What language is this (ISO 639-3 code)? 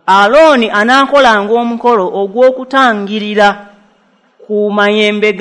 lug